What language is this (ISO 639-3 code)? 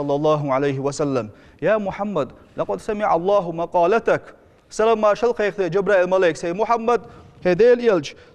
che